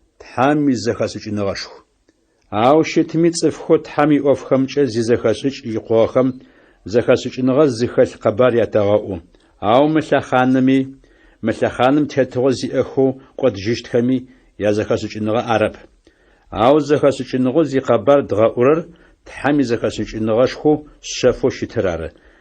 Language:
Adyghe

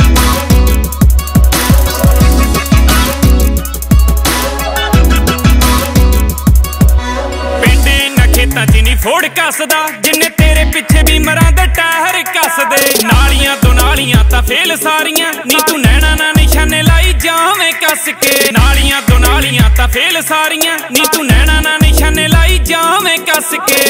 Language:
Punjabi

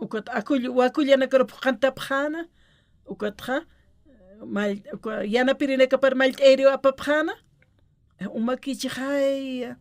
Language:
Aymara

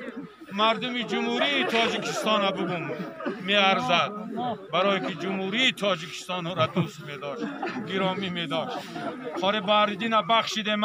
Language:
Tajik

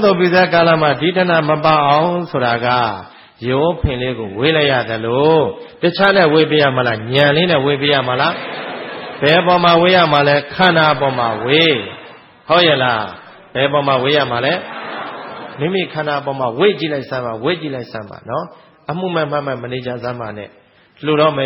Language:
Burmese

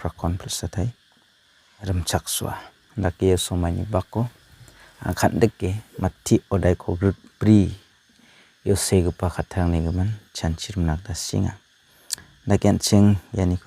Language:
Garo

